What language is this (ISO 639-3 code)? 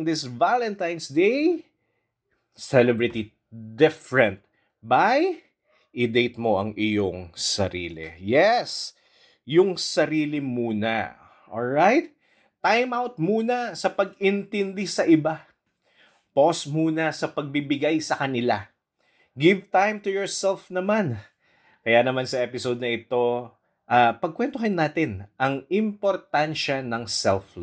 fil